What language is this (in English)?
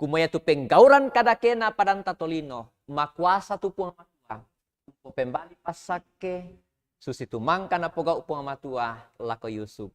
Toraja-Sa'dan